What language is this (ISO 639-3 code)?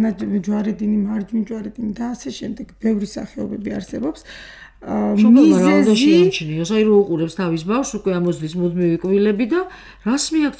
kat